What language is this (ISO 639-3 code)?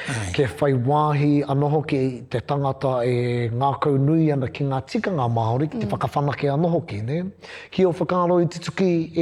mri